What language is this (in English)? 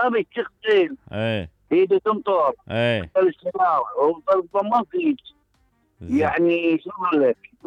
Mesopotamian Arabic